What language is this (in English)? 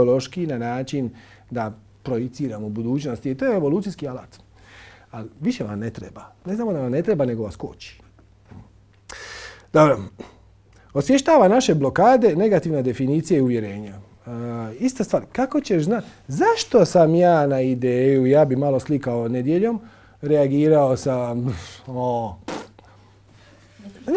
Croatian